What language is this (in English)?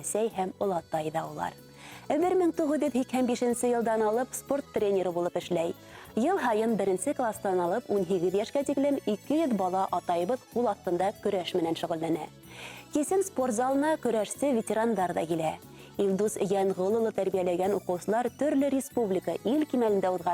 Bashkir